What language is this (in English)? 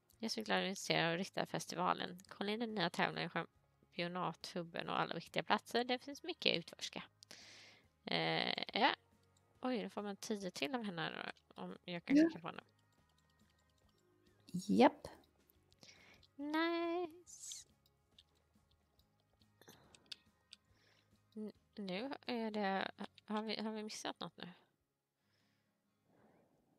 Swedish